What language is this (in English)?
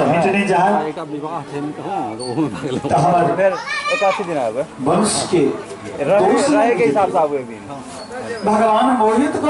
Maithili